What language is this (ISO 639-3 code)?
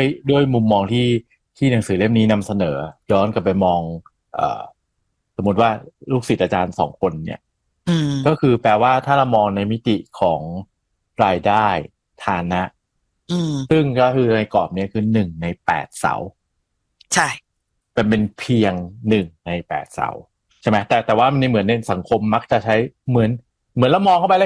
tha